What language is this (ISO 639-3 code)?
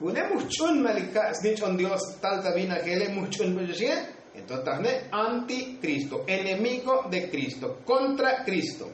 tzo